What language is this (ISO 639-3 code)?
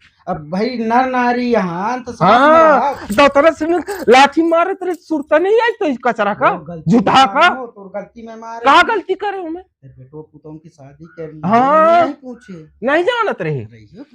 hne